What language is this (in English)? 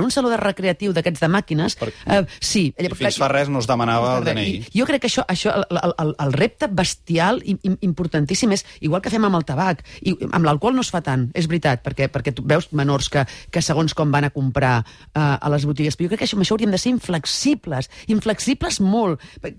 Catalan